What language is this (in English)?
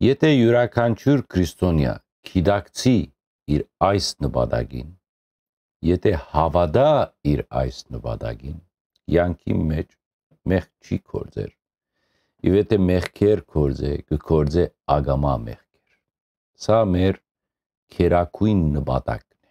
Western Armenian